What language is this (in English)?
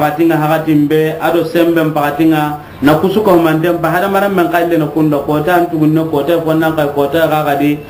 Soninke